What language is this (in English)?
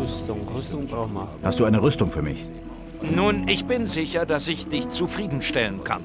Bavarian